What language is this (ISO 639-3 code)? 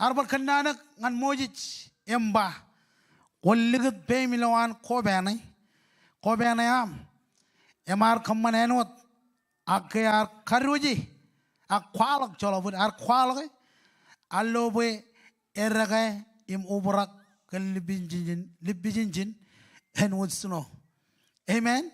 mah